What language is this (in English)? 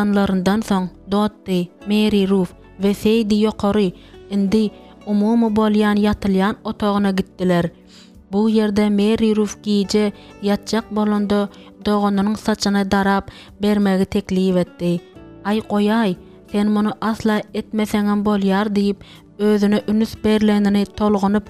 Turkmen